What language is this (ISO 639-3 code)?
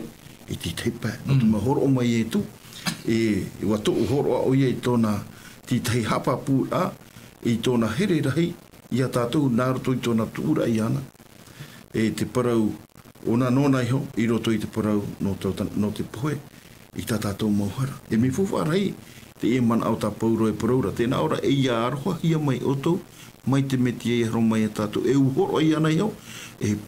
tah